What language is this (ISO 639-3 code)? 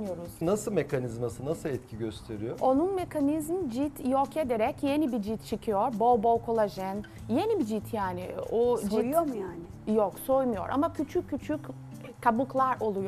tur